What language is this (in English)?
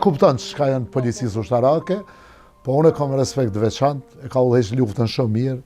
Albanian